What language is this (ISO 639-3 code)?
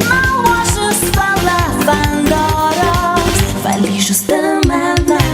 oss